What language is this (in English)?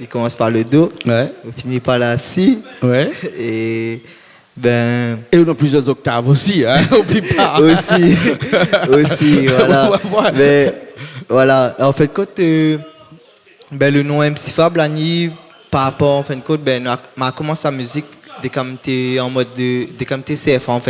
Réunion Creole French